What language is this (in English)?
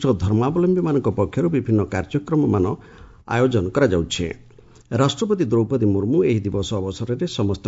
Odia